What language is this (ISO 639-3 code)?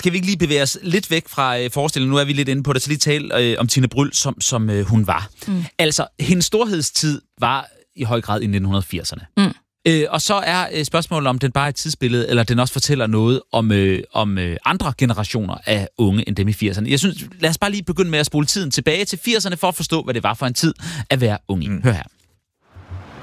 dan